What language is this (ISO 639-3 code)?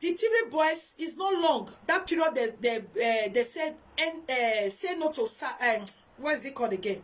pcm